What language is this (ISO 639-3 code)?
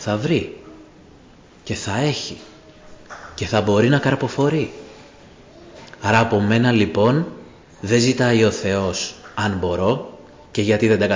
ell